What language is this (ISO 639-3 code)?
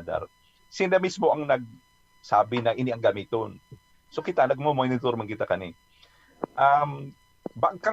bik